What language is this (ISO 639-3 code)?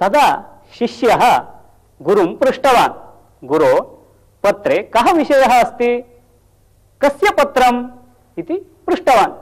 san